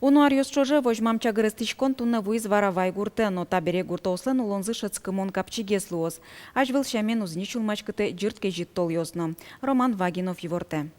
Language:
Udmurt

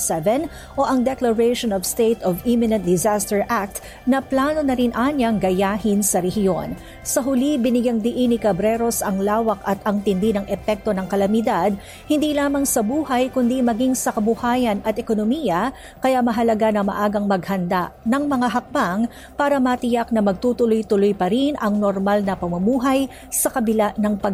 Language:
Filipino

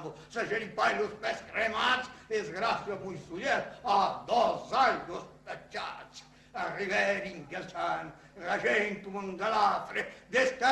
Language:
Occitan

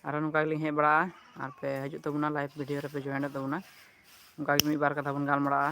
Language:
Santali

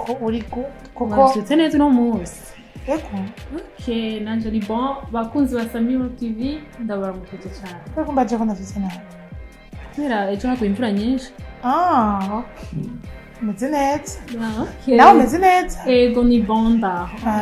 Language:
Rundi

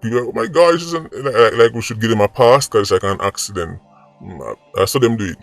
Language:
Jamaican Creole English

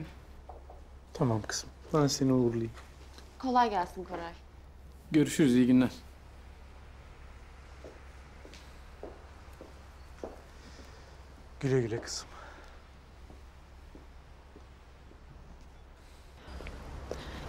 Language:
Turkish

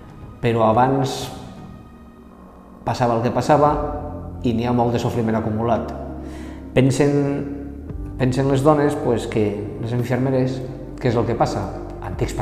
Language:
Catalan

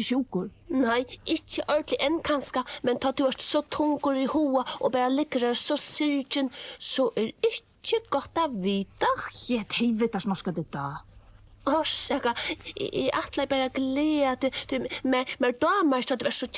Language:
Faroese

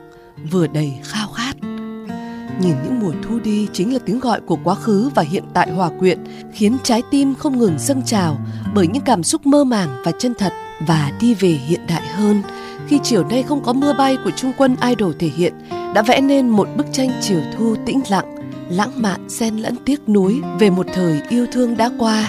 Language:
Vietnamese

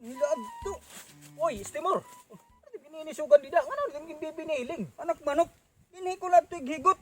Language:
Waray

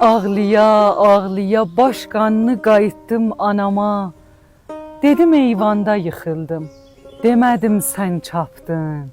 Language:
South Azerbaijani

